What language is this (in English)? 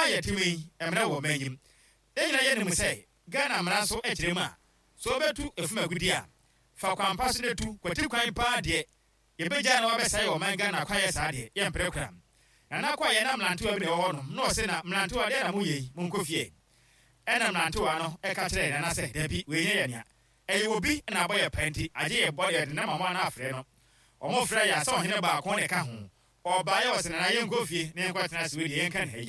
Akan